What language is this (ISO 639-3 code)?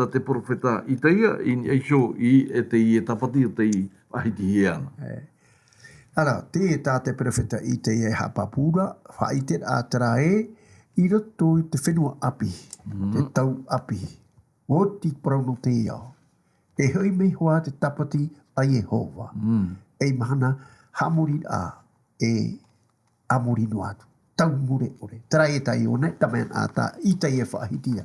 tah